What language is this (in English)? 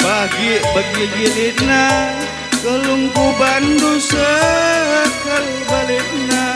Batak Karo